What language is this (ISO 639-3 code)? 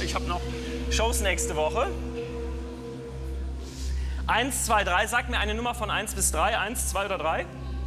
deu